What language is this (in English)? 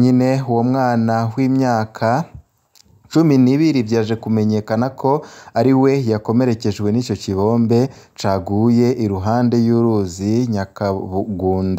Rundi